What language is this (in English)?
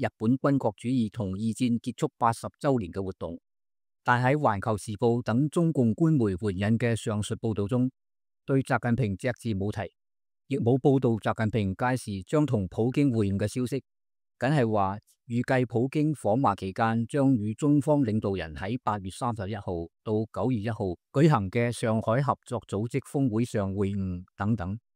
Cantonese